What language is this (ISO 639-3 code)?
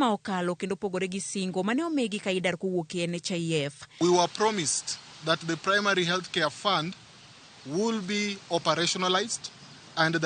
luo